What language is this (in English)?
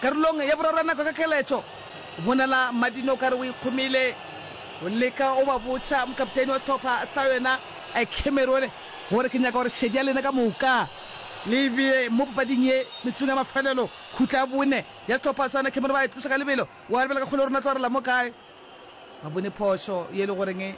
Northern Sotho